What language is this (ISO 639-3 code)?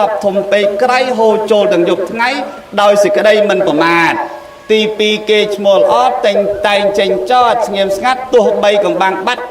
khm